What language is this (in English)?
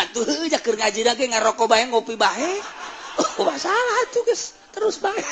Sundanese